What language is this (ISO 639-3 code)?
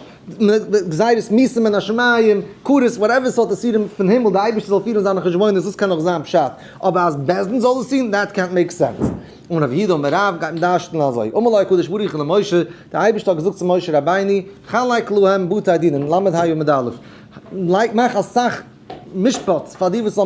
yid